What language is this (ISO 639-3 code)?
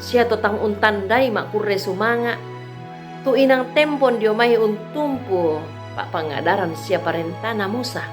sda